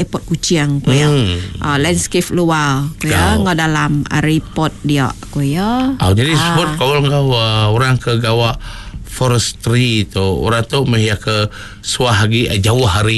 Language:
Iban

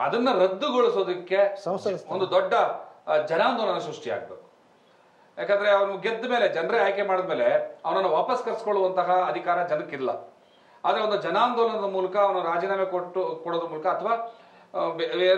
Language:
Kannada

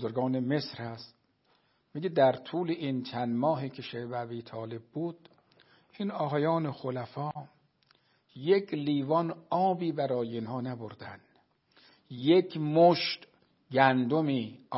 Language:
Persian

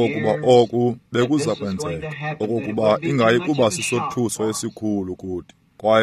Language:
Xhosa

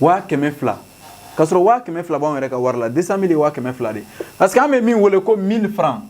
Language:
Bambara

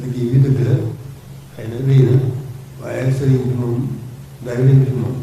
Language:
Wolof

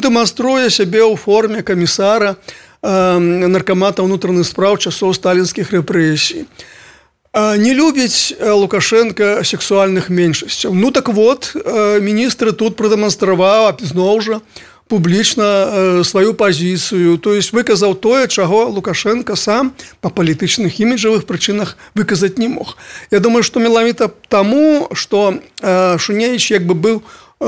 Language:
Belarusian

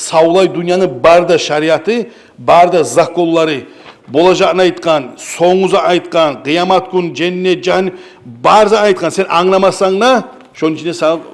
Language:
Kumyk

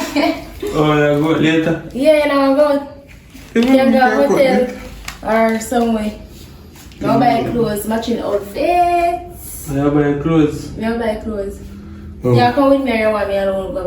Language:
Jamaican Creole English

